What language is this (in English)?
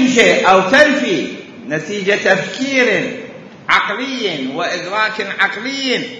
Mesopotamian Arabic